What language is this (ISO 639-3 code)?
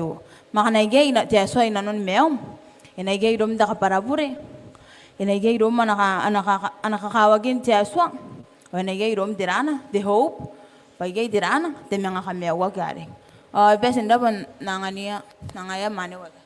gil